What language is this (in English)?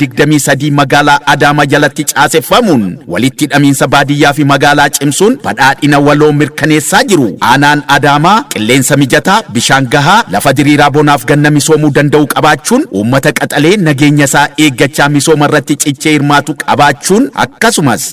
Oromo